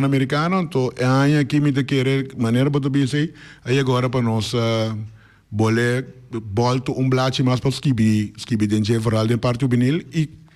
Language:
Papiamento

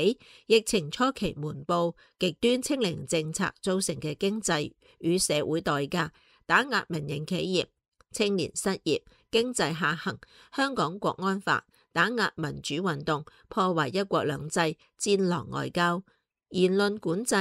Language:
Cantonese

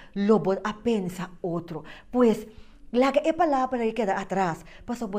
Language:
Papiamento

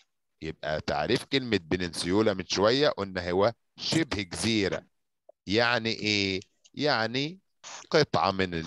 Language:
Egyptian Arabic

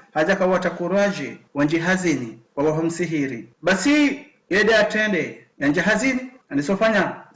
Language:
Ngazidja Comorian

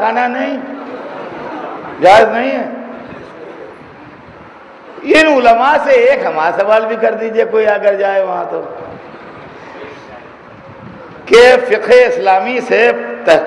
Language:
Urdu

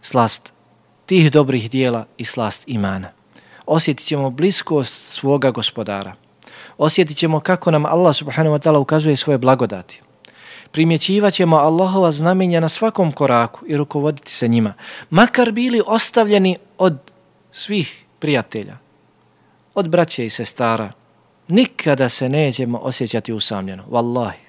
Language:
Bosnian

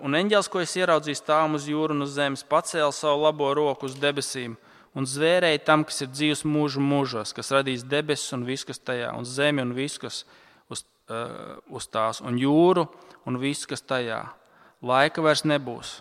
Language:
Latvian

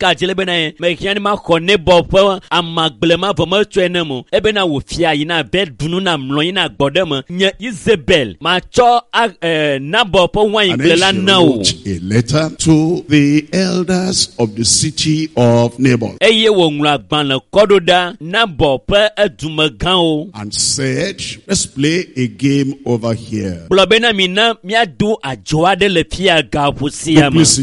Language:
Ewe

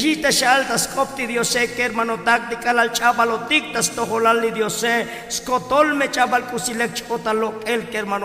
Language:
Tzotzil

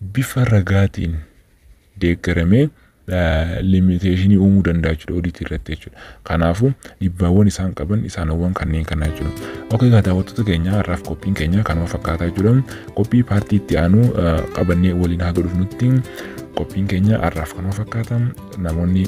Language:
Oromo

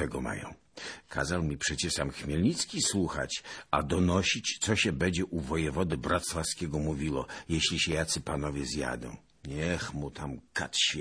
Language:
Polish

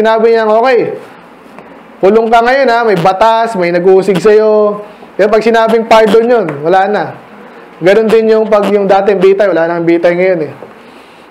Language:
Filipino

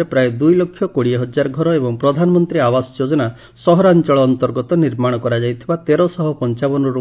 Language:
Odia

